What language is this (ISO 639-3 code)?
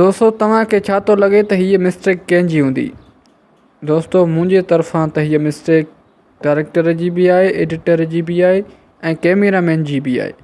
snd